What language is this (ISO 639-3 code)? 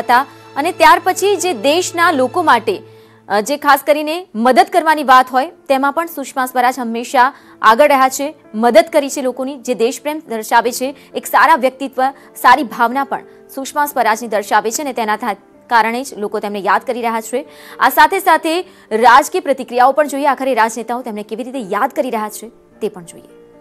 guj